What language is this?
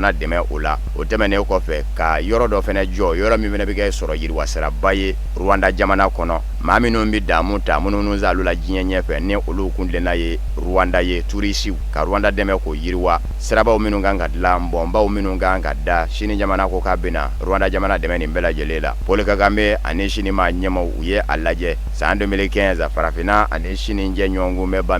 Bambara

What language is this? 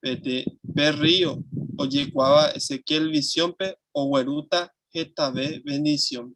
Guarani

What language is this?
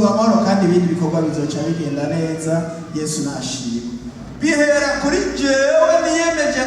Rundi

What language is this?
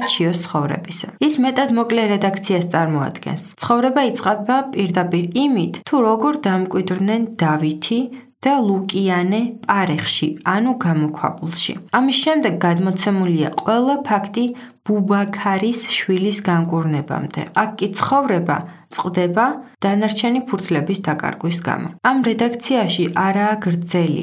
Georgian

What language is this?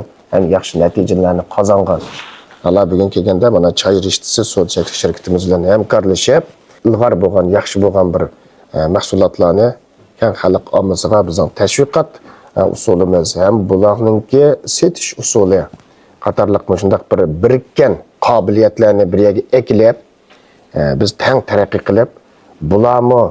Uyghur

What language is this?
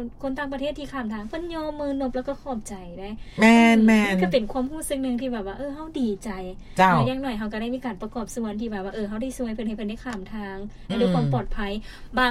Lao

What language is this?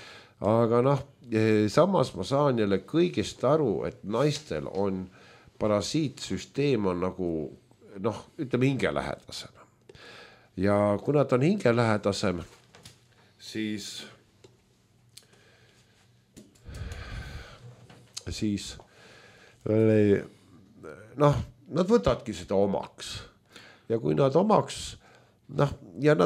Estonian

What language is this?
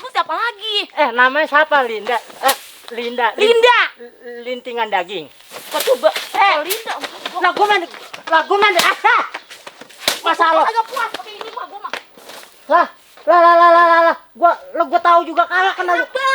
Betawi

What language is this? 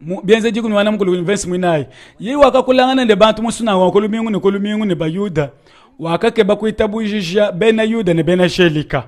Luba-Lulua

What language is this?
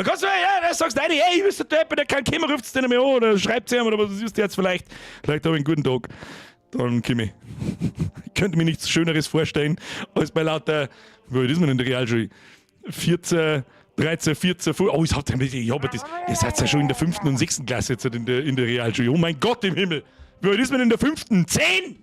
Bavarian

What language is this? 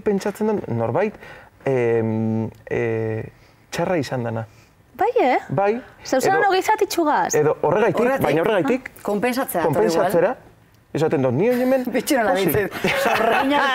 Basque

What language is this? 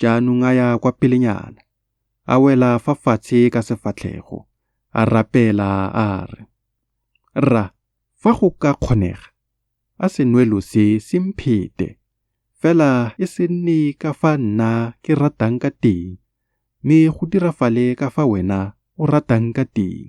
Tswana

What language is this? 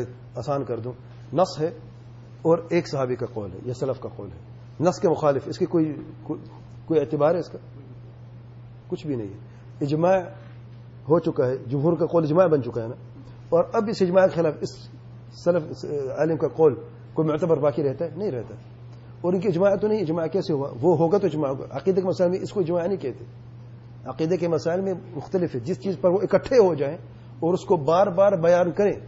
Urdu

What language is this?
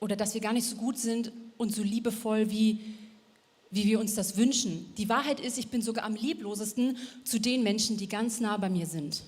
Swiss German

